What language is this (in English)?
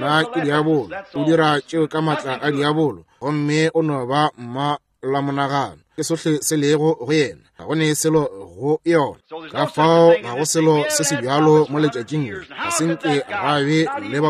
Northern Sotho